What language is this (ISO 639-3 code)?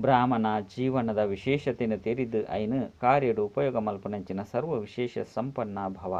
tcy